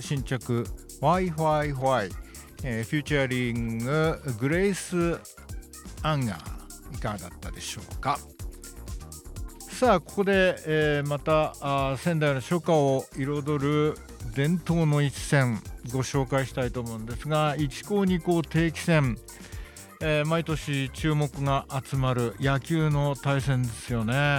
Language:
Japanese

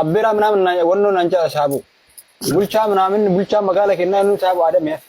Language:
Oromo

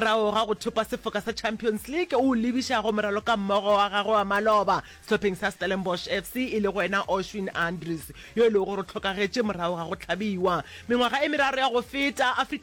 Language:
Northern Sotho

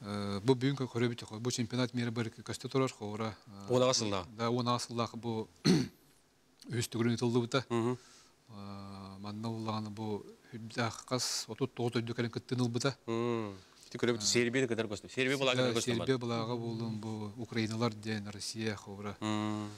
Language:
Yakut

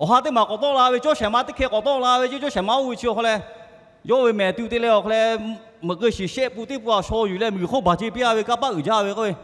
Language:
Lahu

